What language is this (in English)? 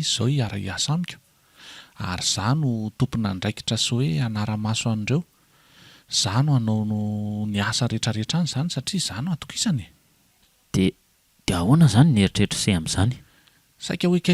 Malagasy